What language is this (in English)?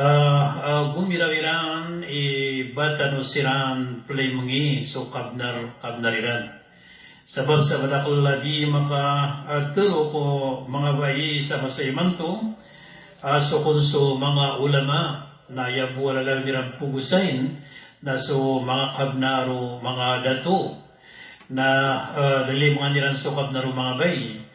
Maranao